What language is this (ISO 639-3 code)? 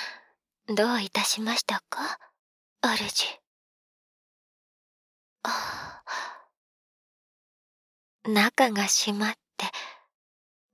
jpn